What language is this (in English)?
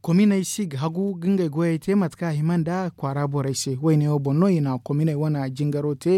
Zarma